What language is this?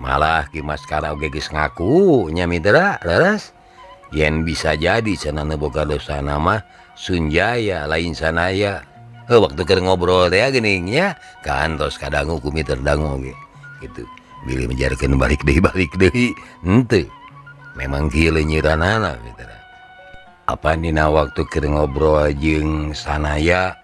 Sundanese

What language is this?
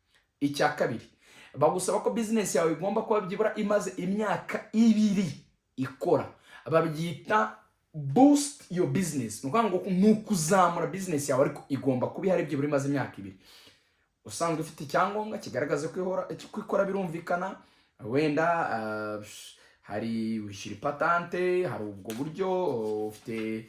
Kinyarwanda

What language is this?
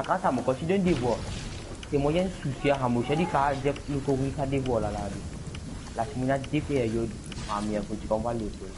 Morisyen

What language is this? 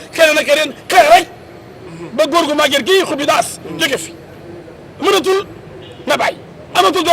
Wolof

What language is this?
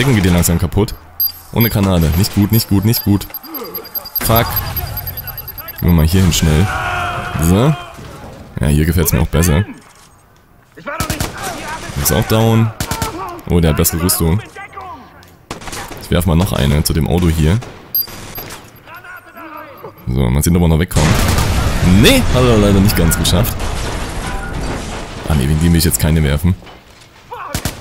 German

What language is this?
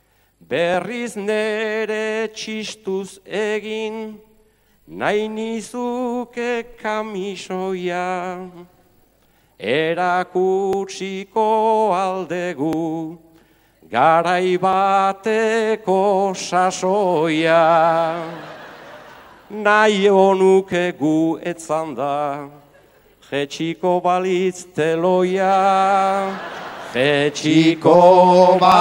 Basque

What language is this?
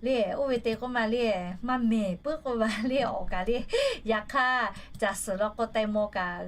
Lahu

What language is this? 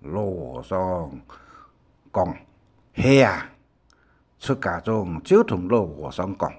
Hakka Chinese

